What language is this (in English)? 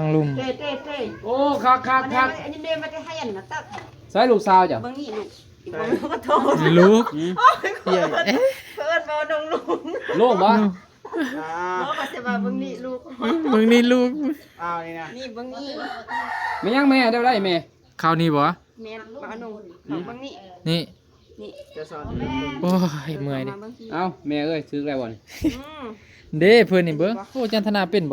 Northeastern Thai